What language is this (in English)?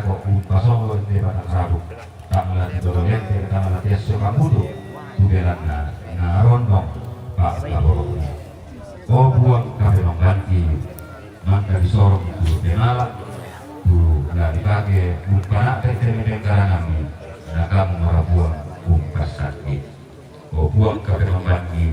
Toraja-Sa'dan